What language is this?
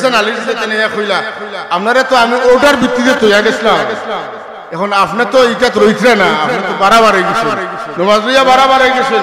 Sylheti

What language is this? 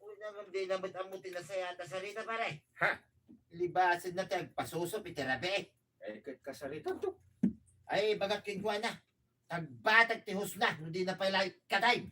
Iloko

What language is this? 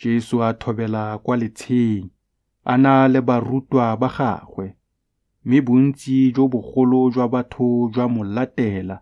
Tswana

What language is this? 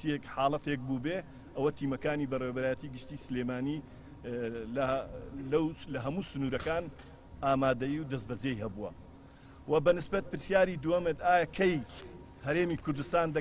Central Kurdish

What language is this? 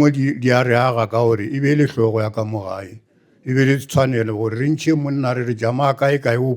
Northern Sotho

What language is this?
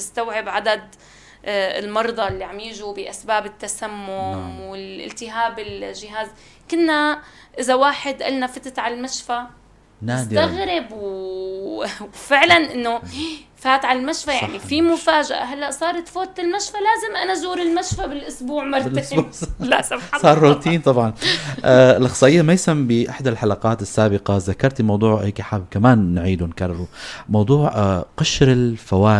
North Levantine Arabic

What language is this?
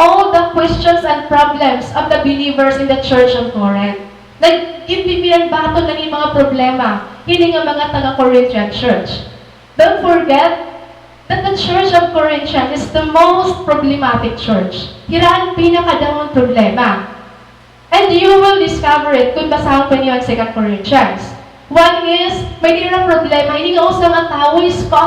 Waray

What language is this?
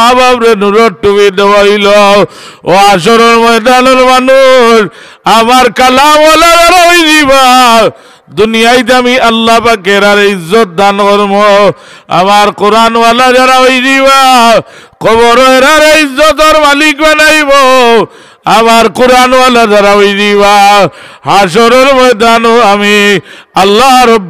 Sylheti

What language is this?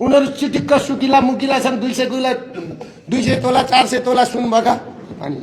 Nepali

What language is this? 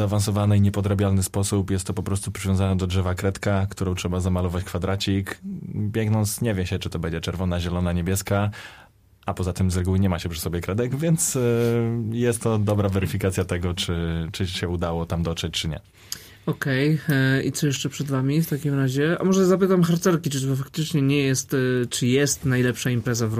Polish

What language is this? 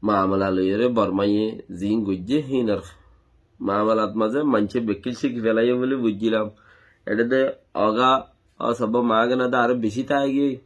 Rohingya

